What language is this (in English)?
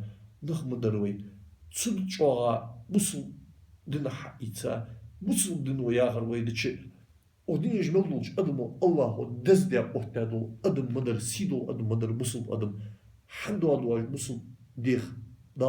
Ingush